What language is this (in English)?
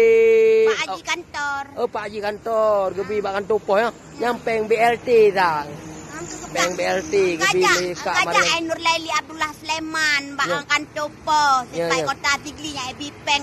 Achinese